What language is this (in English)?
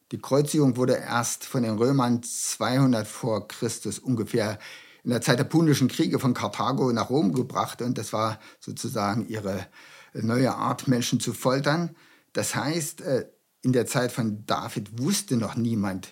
German